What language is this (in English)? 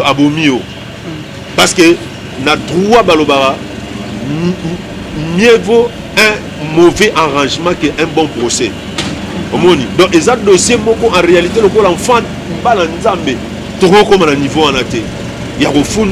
Lingala